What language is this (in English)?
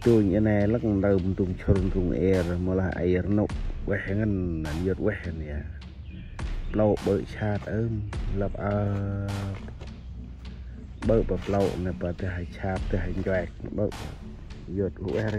Central Mnong